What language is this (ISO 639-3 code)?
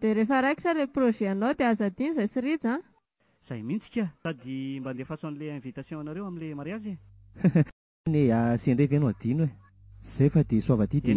mlg